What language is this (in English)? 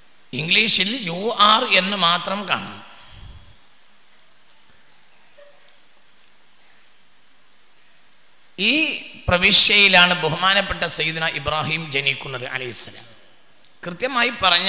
Malayalam